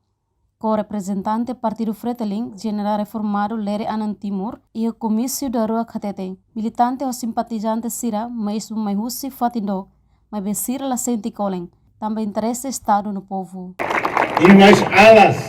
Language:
Tetum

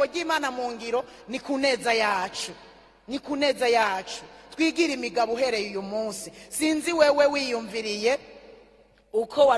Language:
Rundi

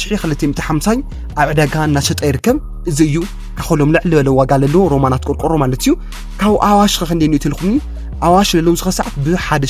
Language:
Tigrinya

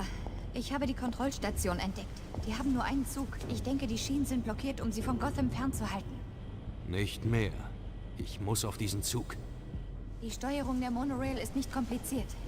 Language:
Bavarian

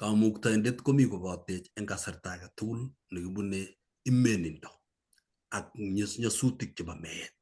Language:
Kalenjin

